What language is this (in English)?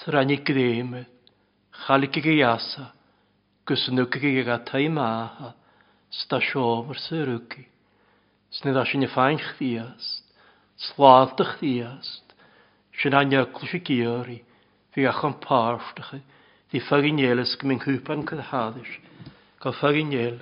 Welsh